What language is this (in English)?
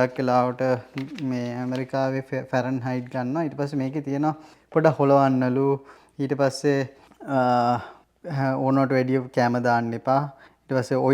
Sinhala